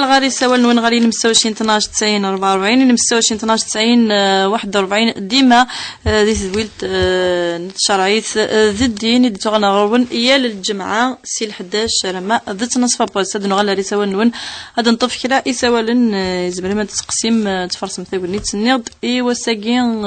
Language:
Kabyle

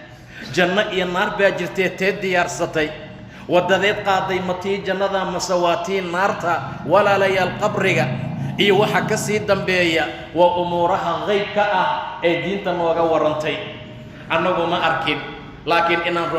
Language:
Somali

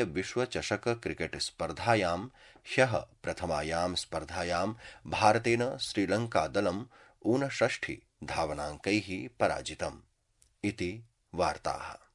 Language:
Sanskrit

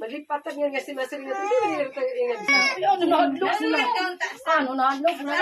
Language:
Waray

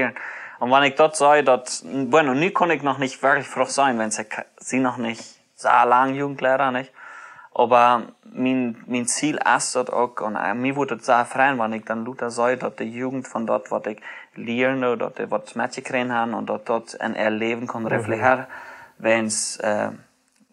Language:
Plautdietsch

